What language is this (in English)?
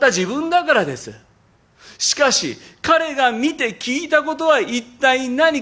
Japanese